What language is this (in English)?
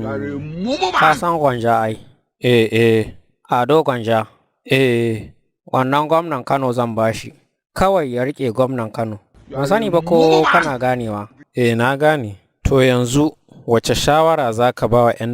Hausa